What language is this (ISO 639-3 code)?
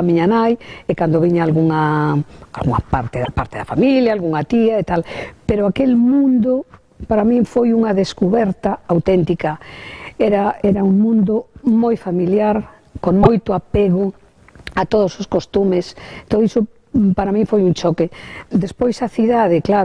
glg